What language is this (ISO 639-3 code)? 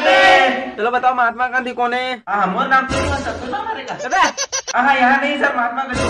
hne